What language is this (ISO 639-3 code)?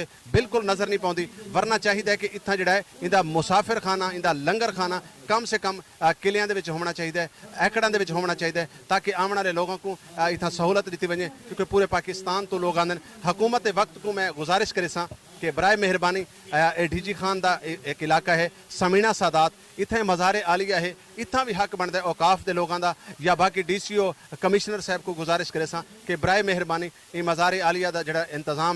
skr